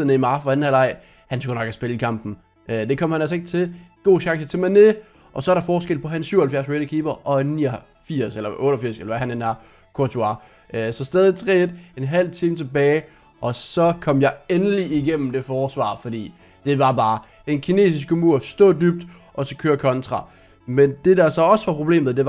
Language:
Danish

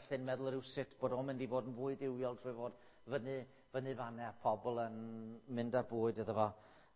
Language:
Welsh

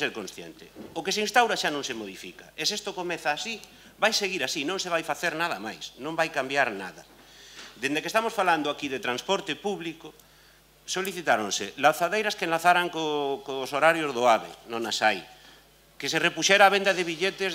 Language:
Galician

